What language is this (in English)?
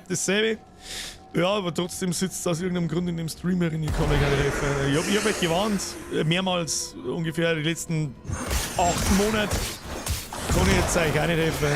Bavarian